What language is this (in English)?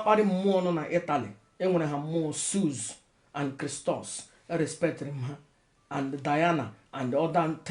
Igbo